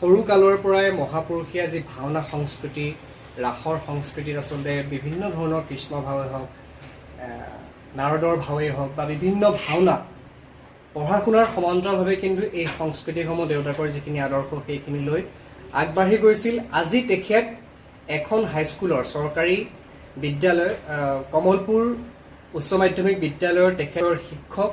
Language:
Assamese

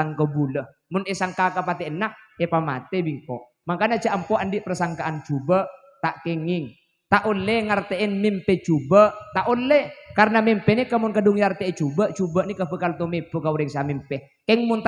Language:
Madurese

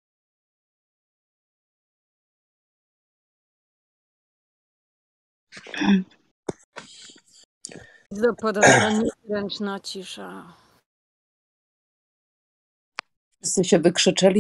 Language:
Polish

